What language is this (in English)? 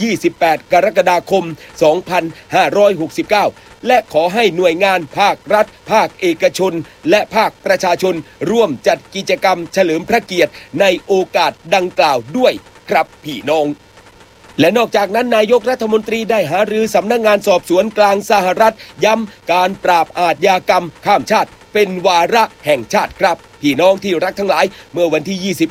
Thai